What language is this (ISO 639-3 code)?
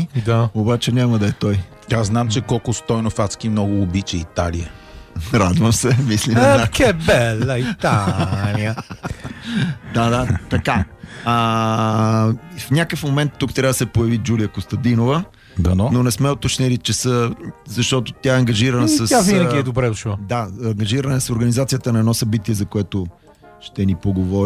bul